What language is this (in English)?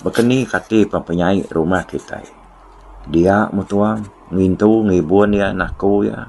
Iban